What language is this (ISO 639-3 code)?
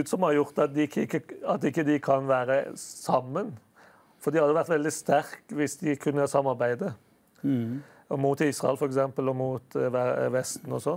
nor